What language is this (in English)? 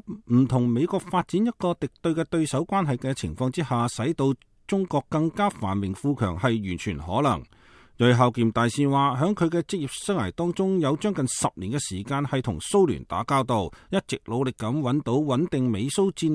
Cantonese